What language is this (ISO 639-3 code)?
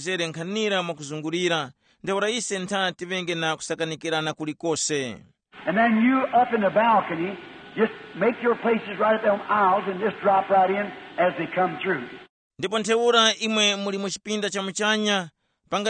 tum